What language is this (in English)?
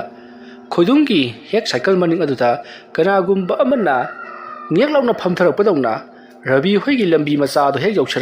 Manipuri